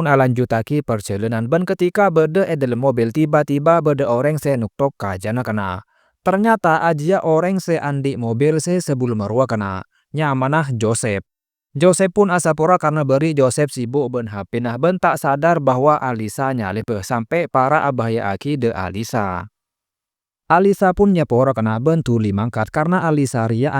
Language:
Madurese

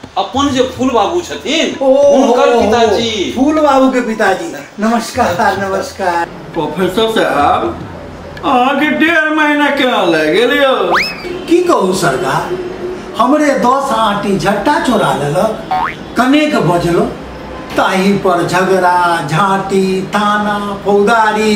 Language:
Maithili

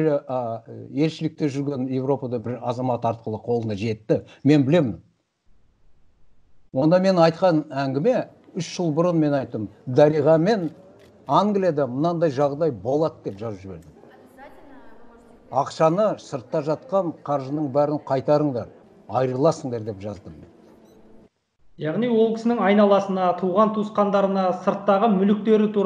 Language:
Kazakh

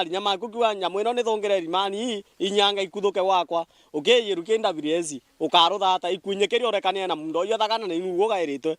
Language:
Meru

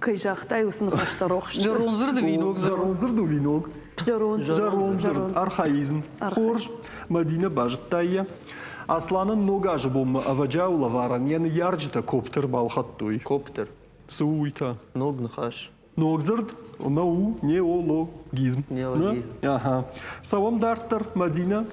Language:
Ossetic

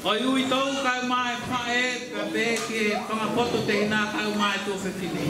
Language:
Tongan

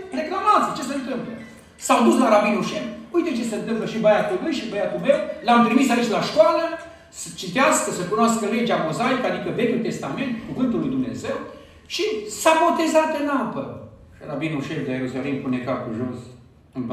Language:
Romanian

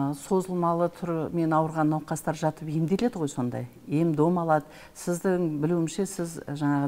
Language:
Kazakh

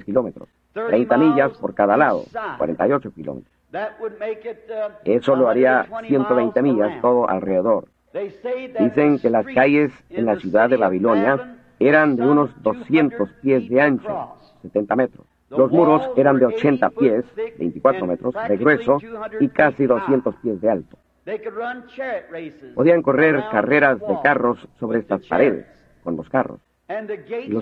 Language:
Spanish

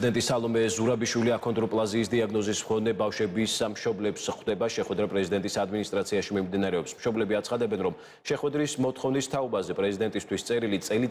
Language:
Georgian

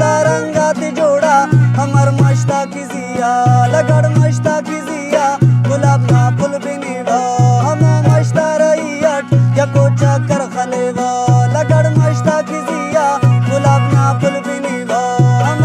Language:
Brahui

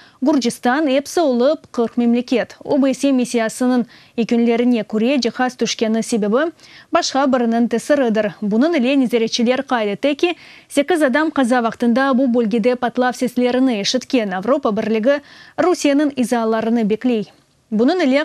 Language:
Crimean Tatar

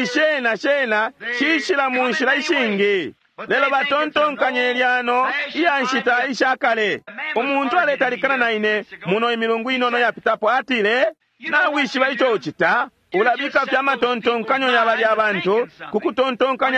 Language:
Bemba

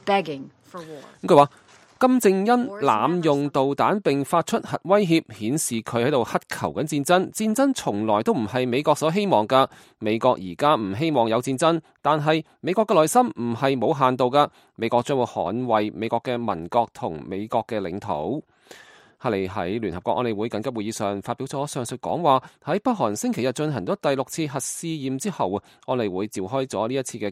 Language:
Cantonese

